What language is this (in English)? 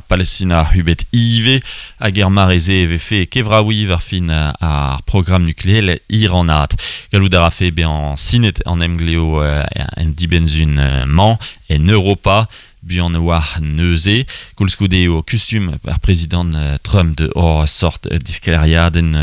Breton